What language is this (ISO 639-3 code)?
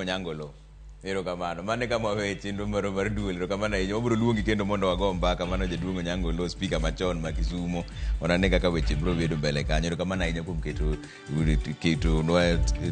luo